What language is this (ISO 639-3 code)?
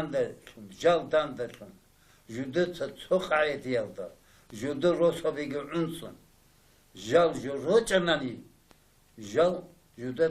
ava